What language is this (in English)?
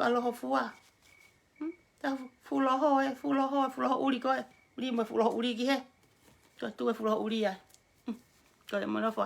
Tongan